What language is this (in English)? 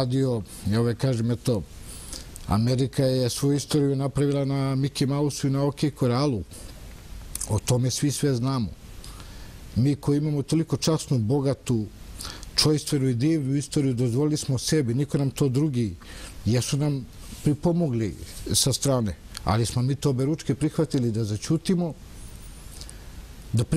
Serbian